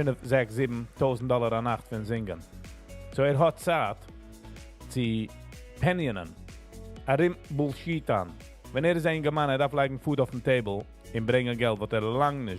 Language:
Yiddish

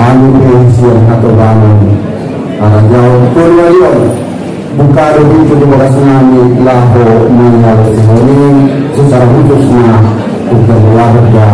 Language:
Batak Angkola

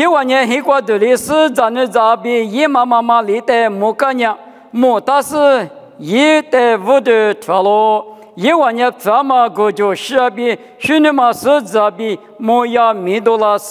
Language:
Lisu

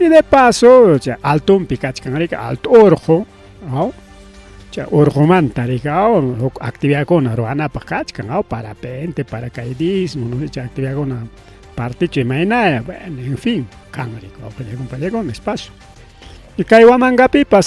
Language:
Ayacucho Quechua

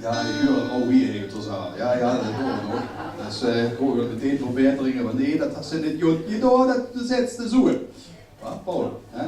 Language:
Limburgish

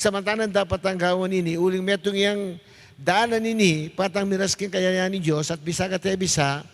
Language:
Pampanga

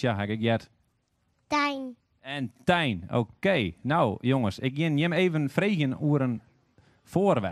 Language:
Western Frisian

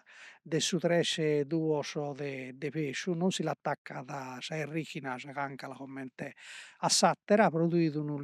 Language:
Sardinian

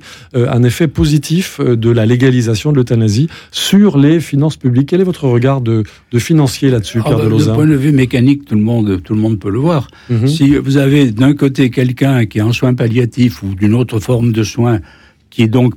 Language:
French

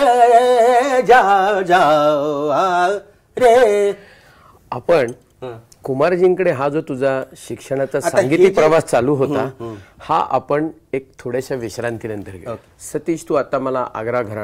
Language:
Marathi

